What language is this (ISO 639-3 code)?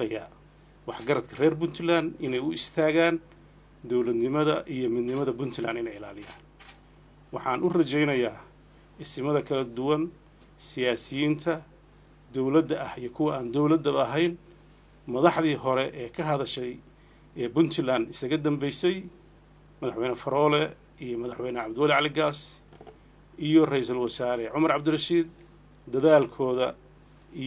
som